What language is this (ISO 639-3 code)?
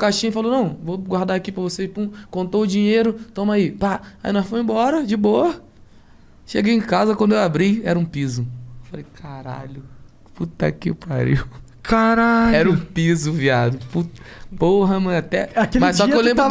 por